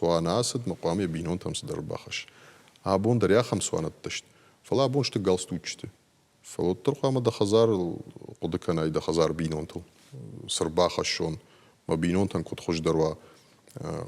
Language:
Ossetic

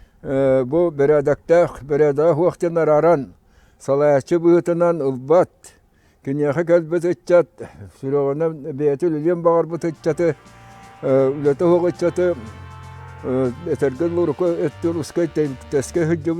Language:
Yakut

